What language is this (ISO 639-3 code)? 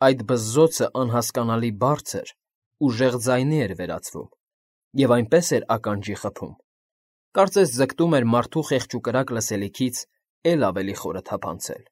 hye